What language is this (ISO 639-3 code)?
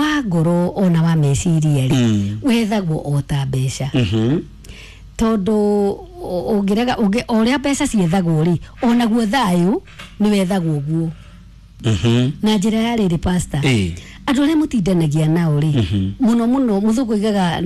kik